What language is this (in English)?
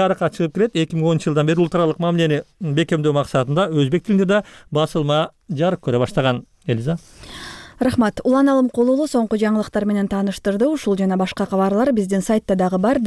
Kyrgyz